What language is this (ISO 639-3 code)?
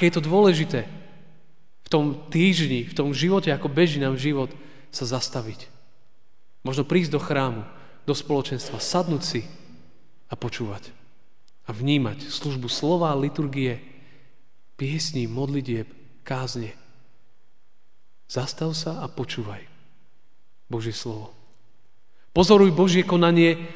slk